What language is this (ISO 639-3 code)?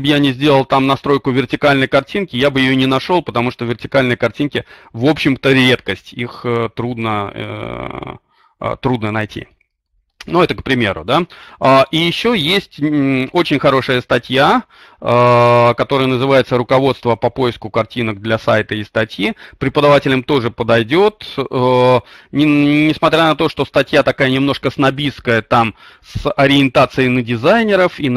rus